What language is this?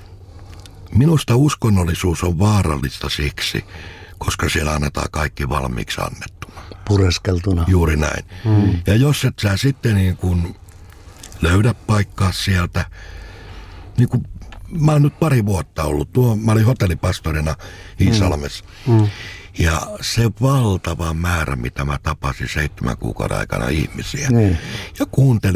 Finnish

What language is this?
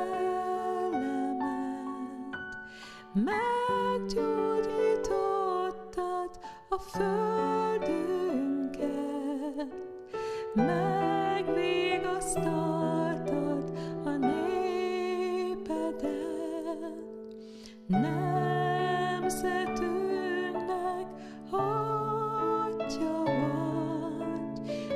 Hungarian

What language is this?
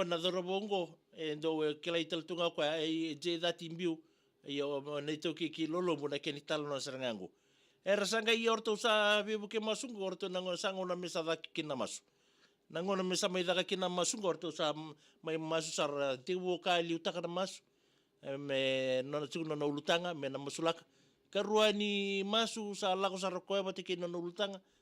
Fijian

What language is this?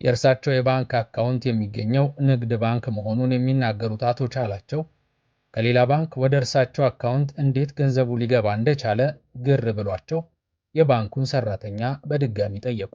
Amharic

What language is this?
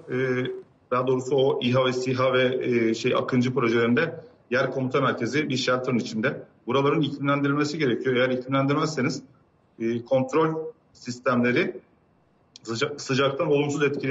Turkish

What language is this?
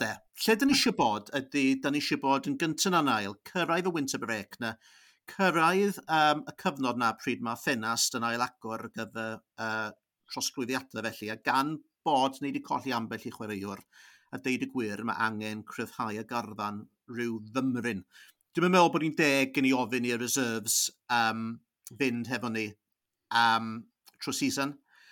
Welsh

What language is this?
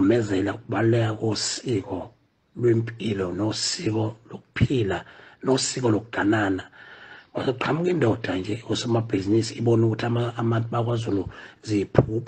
Zulu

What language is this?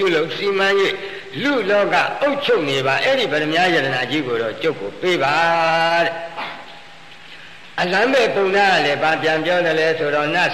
Burmese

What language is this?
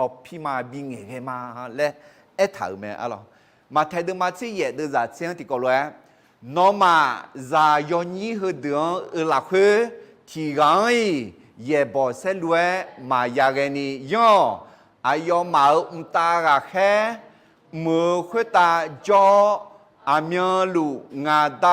Akha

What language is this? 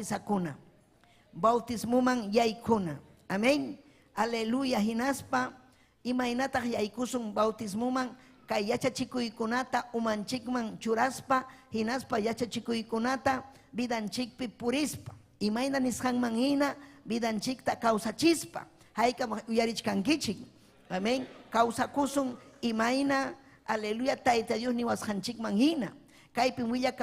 Ayacucho Quechua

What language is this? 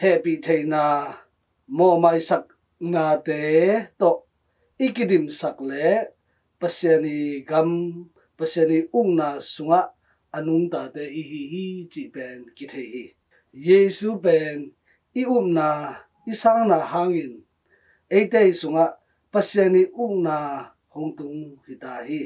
Tedim Chin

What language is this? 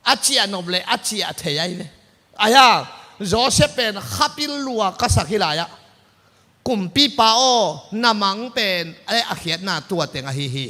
Tedim Chin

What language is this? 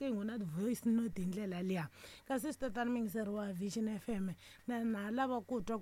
Tsonga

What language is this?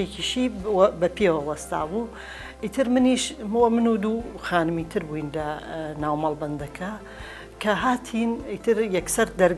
Central Kurdish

